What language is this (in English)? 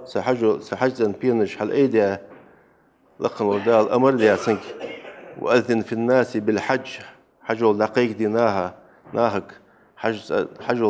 Ingush